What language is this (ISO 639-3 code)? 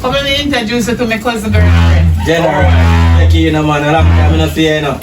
jam